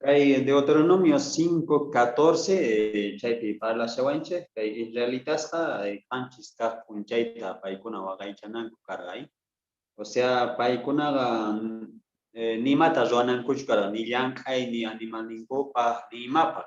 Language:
South Bolivian Quechua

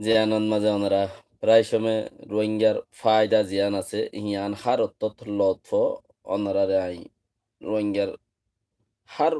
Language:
Rohingya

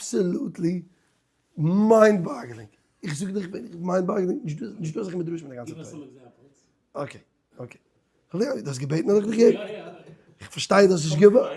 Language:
Yiddish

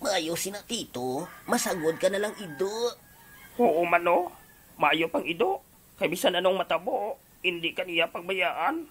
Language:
Hiligaynon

